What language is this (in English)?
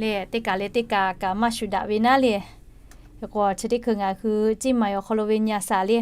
Lahu